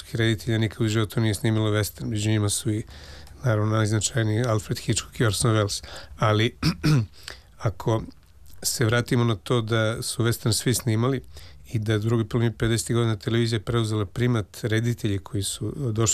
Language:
Serbian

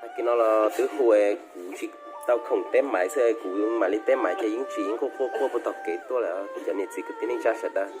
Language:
Hmong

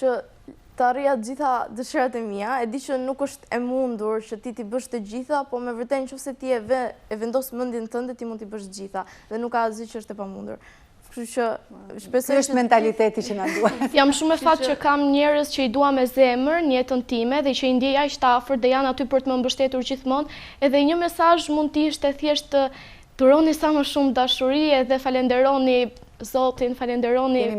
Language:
Albanian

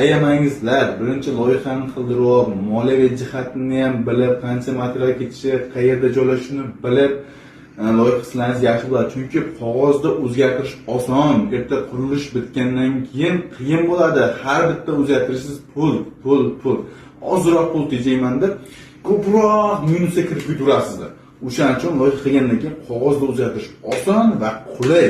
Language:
Uzbek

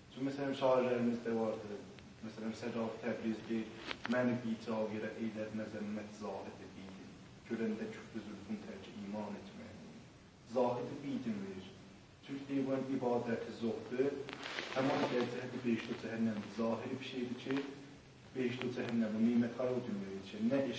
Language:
South Azerbaijani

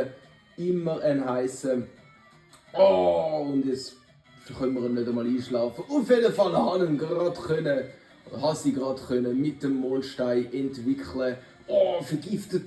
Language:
Swiss German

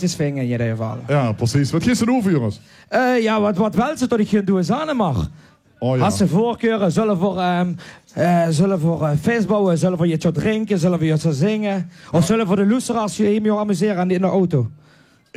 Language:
Limburgish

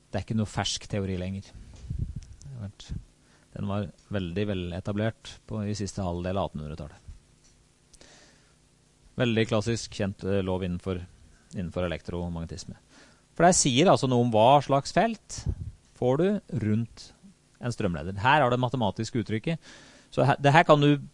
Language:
Norwegian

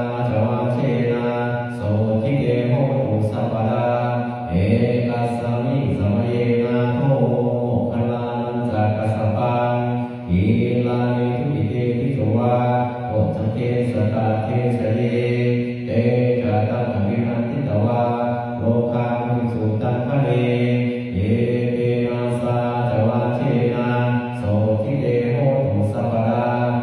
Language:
Pali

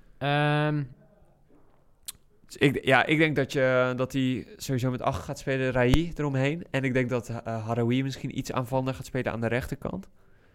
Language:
Dutch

